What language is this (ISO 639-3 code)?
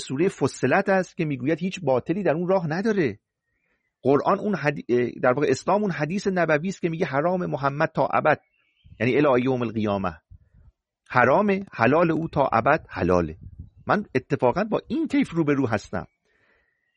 fas